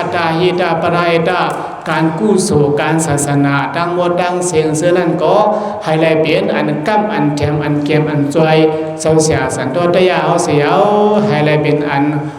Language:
Shan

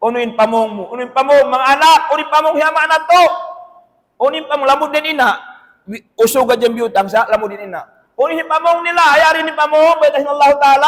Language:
Tausug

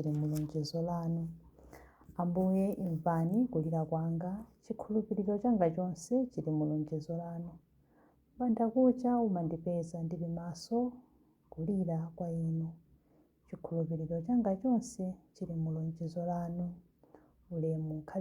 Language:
Nyanja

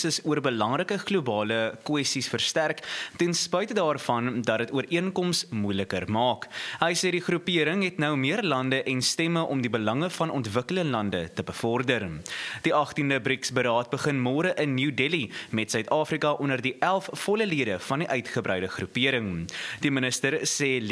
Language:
Afrikaans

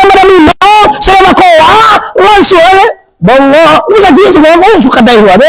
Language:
Minangkabau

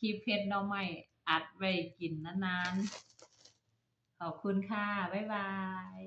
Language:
Northeastern Thai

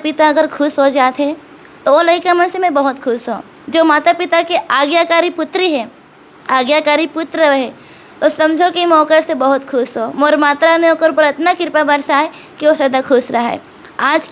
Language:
Chhattisgarhi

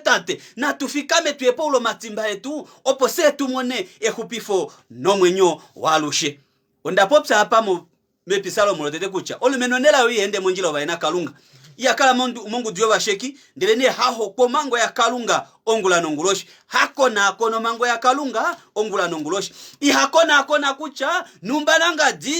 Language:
Kuanyama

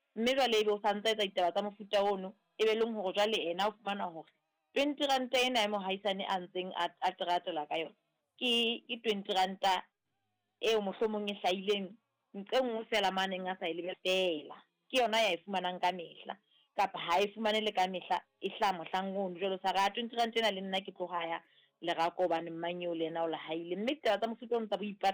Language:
Southern Sotho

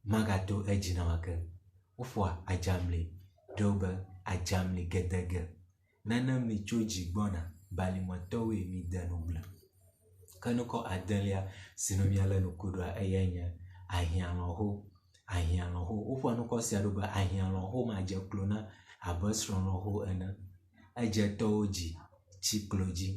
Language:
Ewe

